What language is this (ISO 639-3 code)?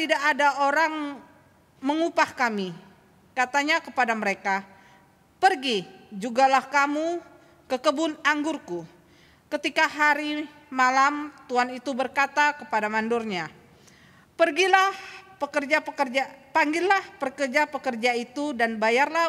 ind